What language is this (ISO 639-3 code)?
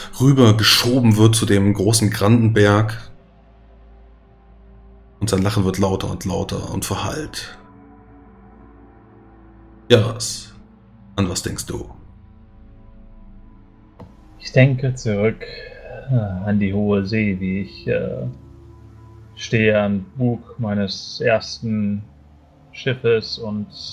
deu